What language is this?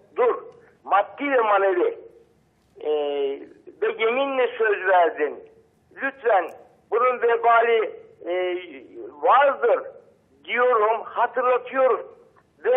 Turkish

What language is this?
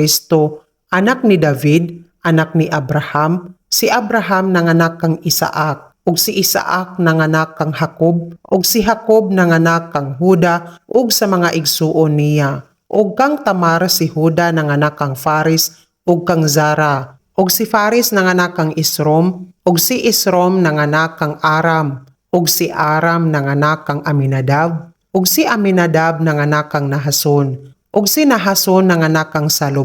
Cebuano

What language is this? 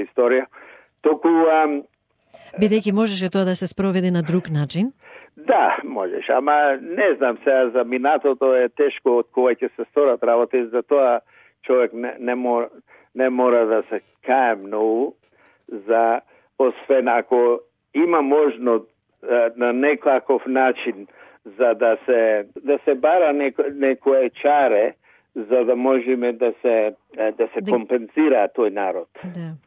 Macedonian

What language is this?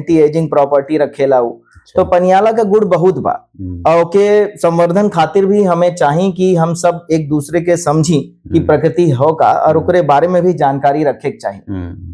Bhojpuri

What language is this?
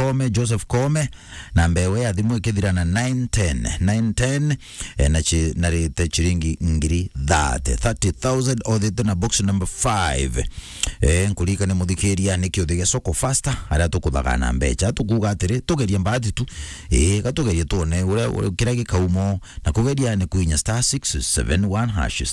Meru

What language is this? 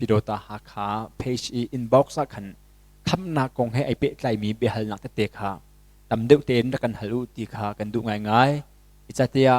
Hakha Chin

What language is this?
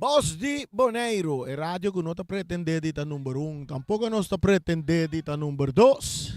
Papiamento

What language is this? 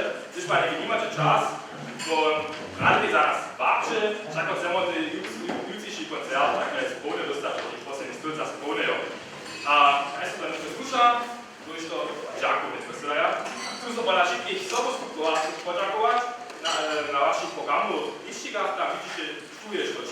Upper Sorbian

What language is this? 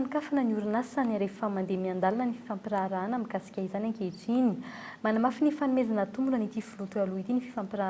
Malagasy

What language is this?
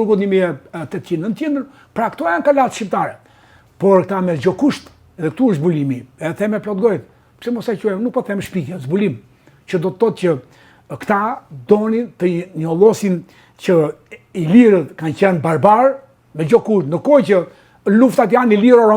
Albanian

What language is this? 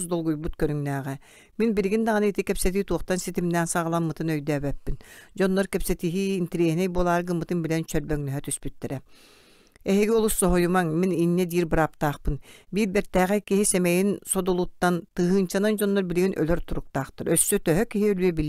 Yakut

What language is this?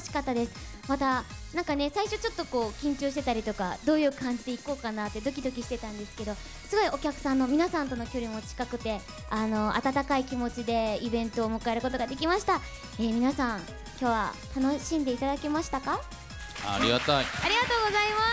Japanese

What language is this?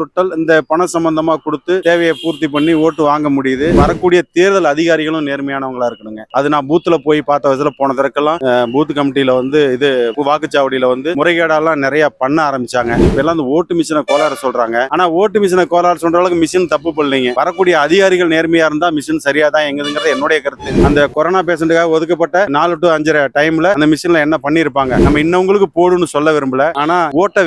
Tamil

